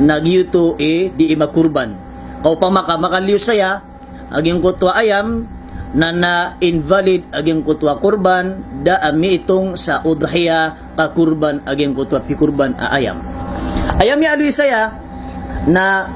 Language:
Maranao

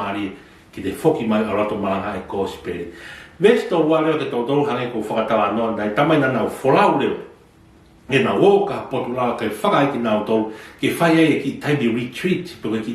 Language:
Tongan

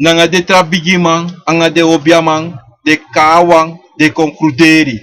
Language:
Sranan Tongo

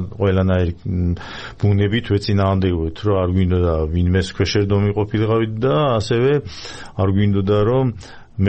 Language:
Georgian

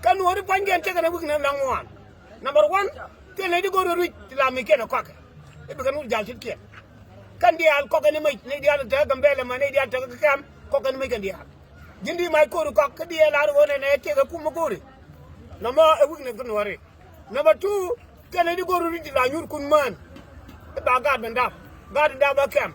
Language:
Nuer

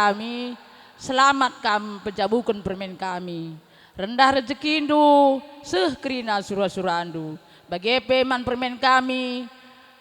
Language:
Batak Karo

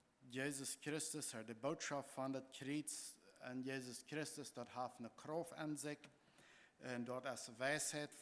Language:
Plautdietsch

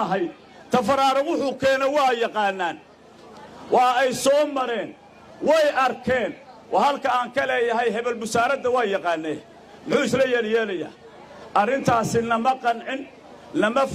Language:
Somali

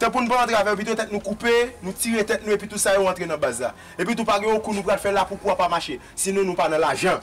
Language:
Haitian Creole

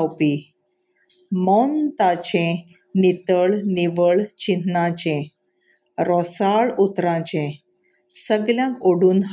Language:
Konkani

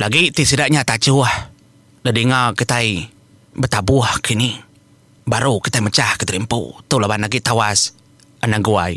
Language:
Iban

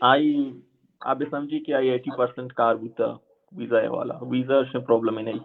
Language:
Baluchi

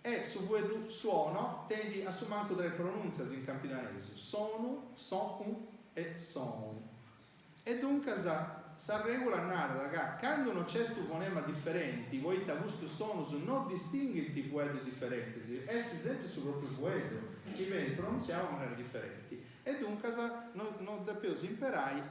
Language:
Sardinian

